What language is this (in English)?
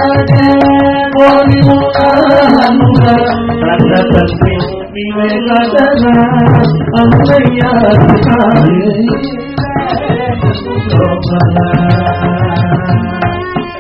Tamil